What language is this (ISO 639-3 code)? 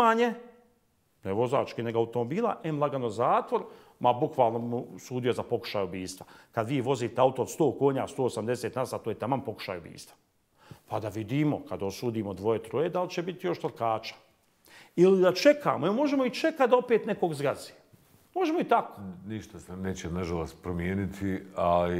bos